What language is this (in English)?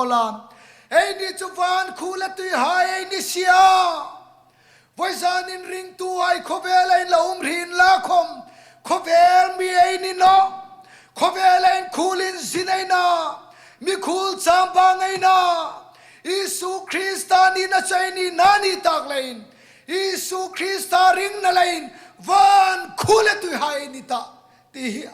Hmar